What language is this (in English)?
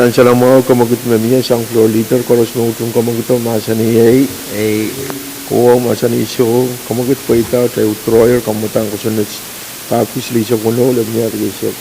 Pohnpeian